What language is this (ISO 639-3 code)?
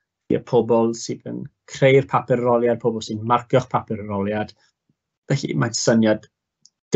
cym